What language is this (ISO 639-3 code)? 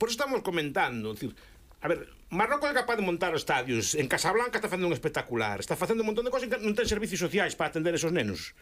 glg